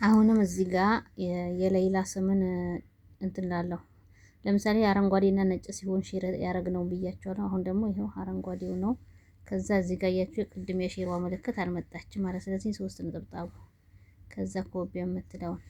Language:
Amharic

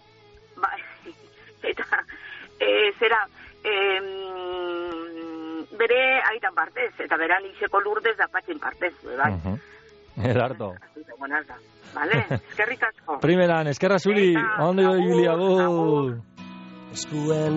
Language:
Basque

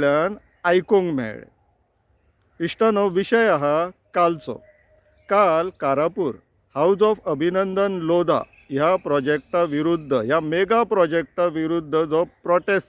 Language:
Konkani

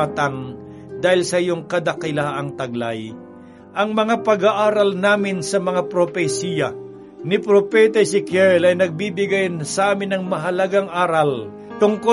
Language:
Filipino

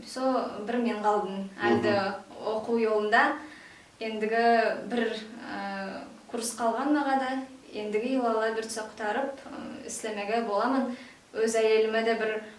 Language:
Nogai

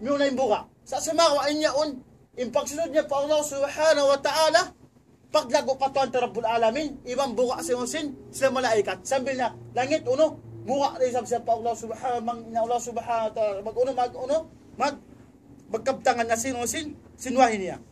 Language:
Tausug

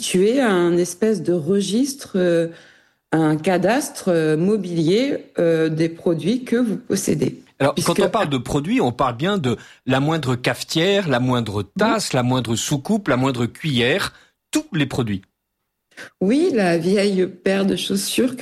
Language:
French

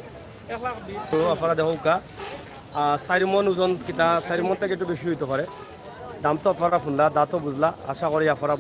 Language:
Sylheti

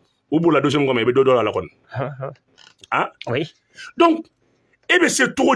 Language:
Bambara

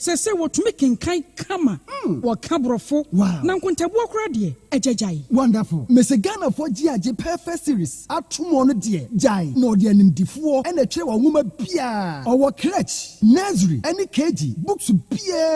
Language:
Akan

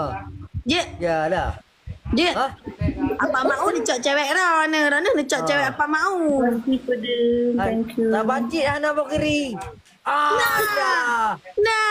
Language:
Achinese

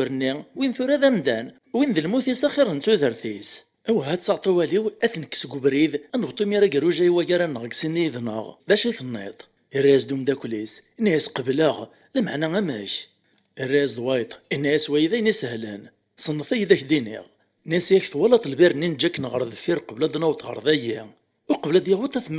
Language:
Kabyle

